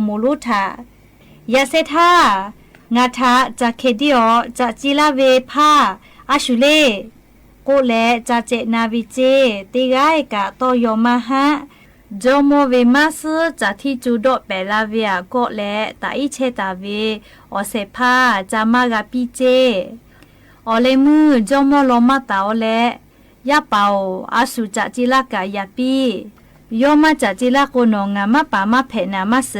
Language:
Lahu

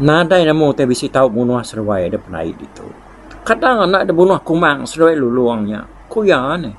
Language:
Iban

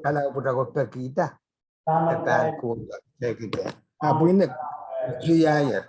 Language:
Pohnpeian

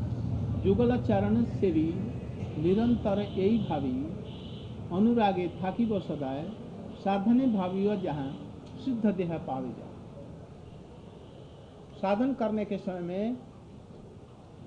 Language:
Hindi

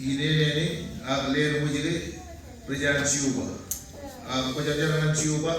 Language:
Marshallese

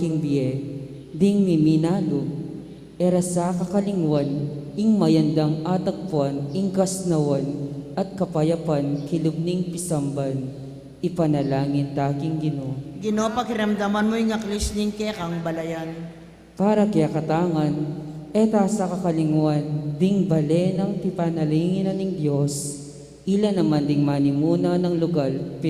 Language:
Pampanga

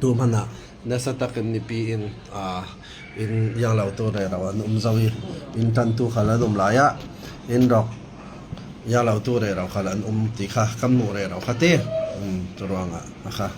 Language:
Falam Chin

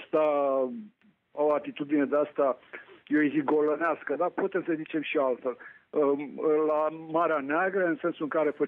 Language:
Romanian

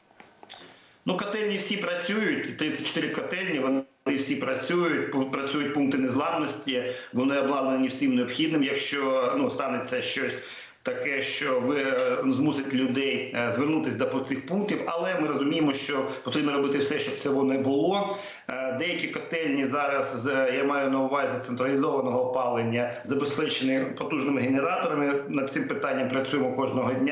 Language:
Ukrainian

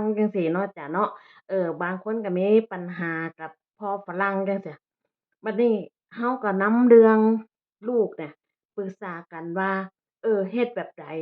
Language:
Northeastern Thai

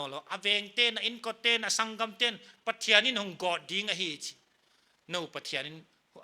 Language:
Paite Chin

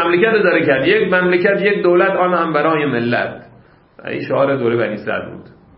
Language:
Persian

